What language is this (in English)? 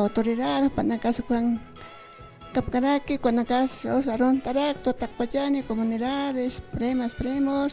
Aymara